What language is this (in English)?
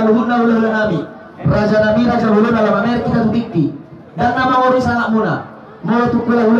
Batak Toba